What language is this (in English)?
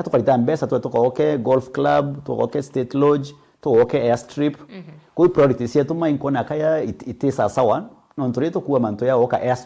Meru